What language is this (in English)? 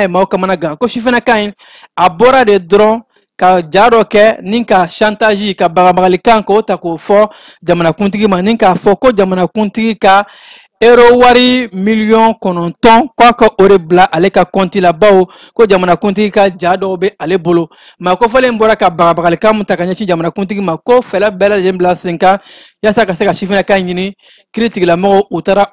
Bambara